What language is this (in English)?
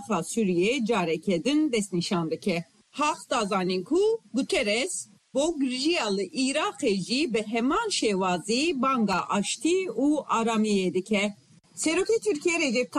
Kurdish